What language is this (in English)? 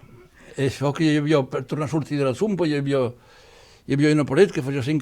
Occitan